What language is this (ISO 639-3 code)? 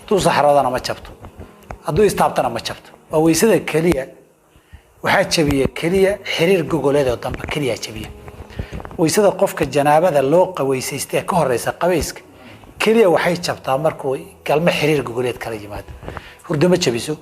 som